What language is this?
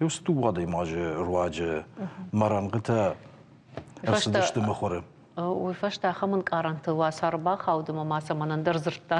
Ossetic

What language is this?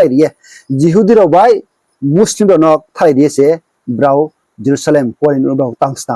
Riang (India)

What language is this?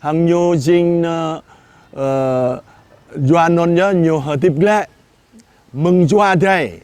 Jarai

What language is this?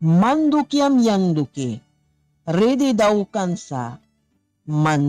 Mískito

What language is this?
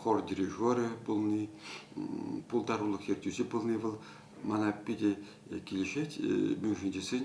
Chuvash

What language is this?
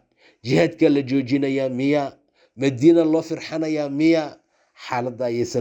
Somali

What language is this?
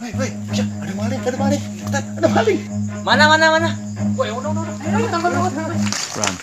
Betawi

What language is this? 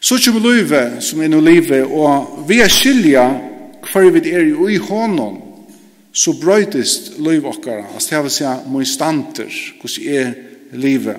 Faroese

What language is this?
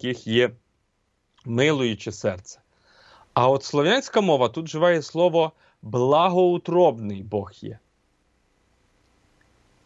Ukrainian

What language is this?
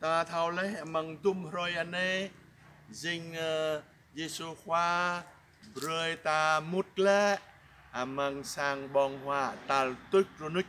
Jarai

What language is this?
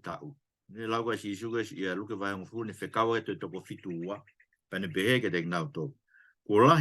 Tongan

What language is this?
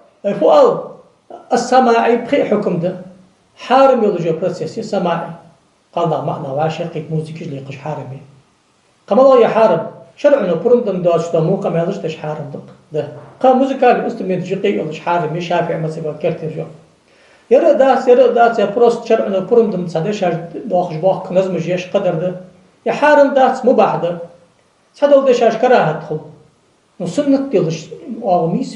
Ingush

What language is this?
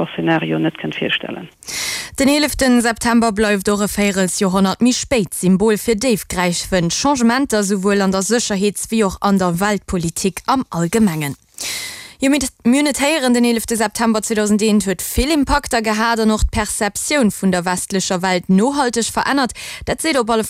Luxembourgish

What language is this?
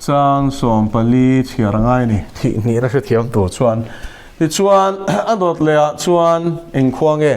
Mizo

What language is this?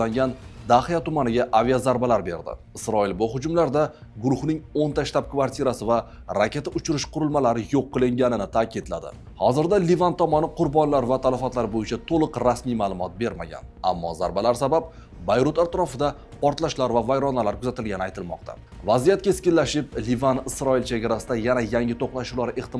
Uzbek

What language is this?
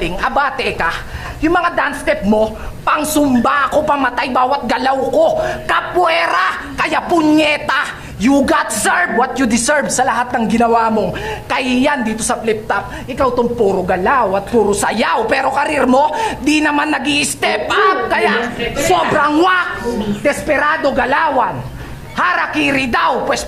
Filipino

